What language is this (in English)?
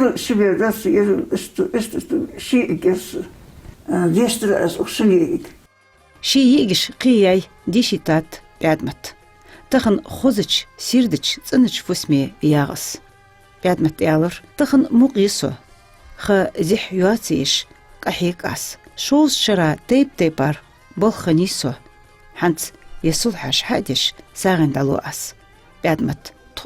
Ingush